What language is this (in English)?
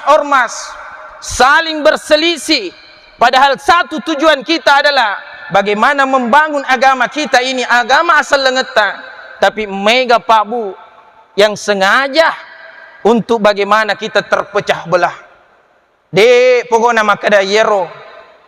Buginese